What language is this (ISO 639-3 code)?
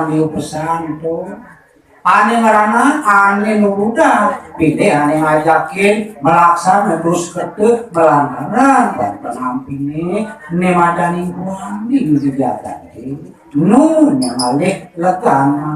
ban